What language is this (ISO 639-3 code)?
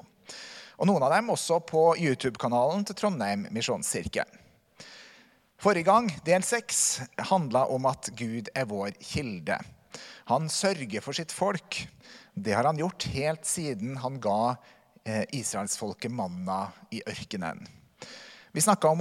nor